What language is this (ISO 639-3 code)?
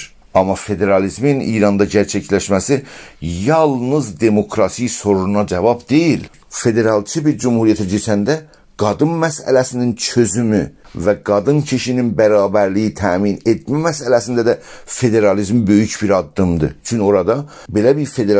azb